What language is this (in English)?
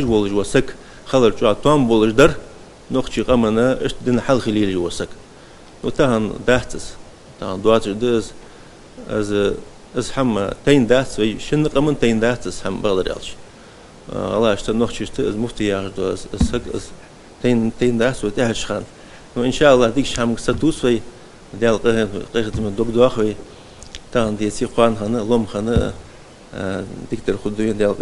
Ingush